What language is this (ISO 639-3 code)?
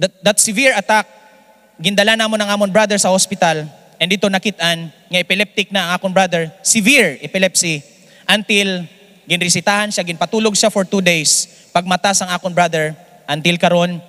hil